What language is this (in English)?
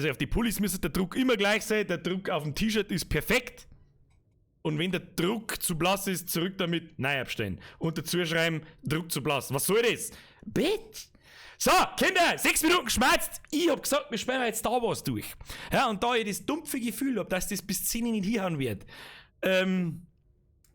Bavarian